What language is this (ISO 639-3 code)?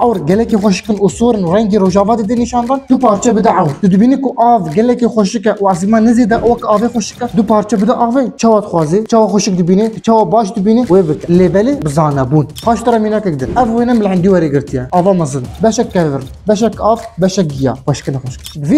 kur